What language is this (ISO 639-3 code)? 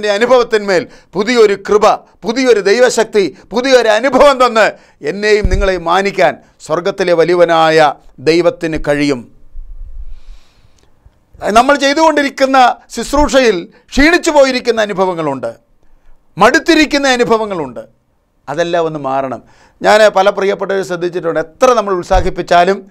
mal